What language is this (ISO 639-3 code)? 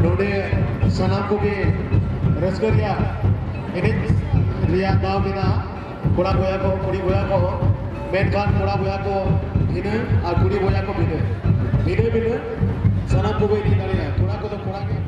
sat